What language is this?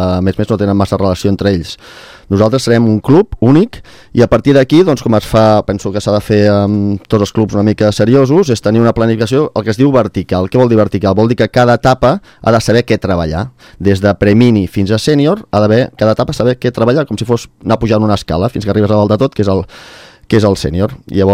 Catalan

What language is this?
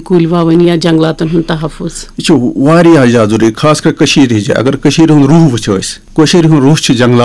Kashmiri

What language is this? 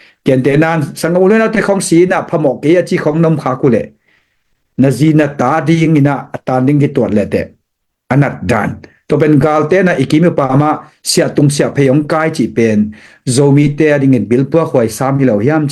Tedim Chin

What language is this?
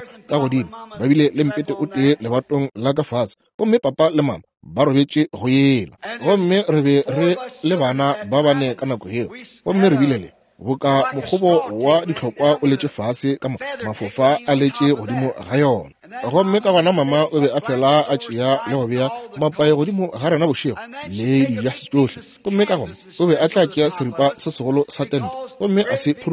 Northern Sotho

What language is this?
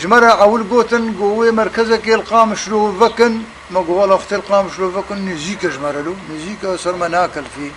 Kurdish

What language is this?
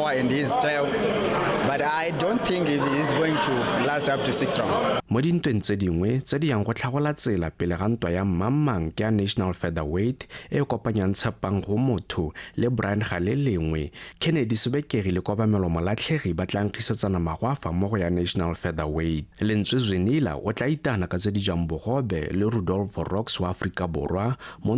Tswana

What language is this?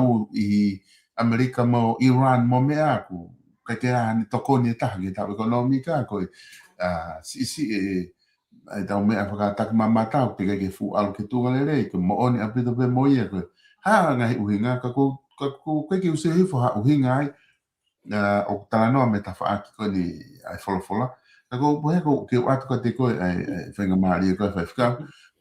Tongan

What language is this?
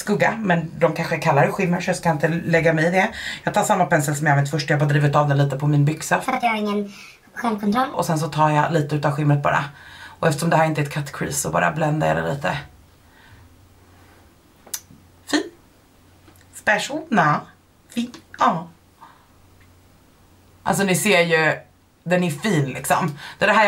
Swedish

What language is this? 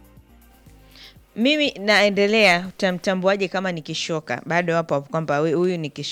Swahili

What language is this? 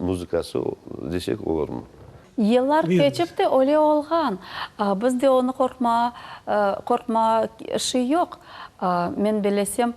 Crimean Tatar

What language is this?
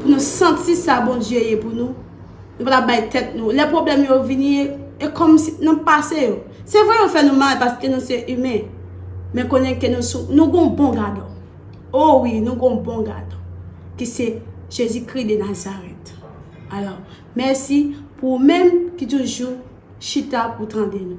Haitian Creole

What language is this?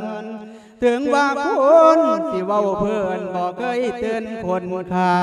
Lao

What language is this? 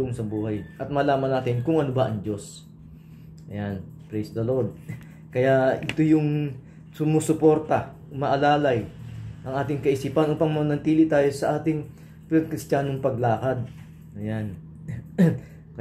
Filipino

